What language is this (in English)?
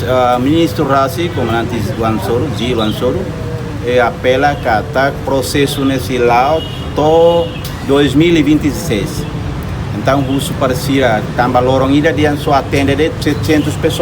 Tetum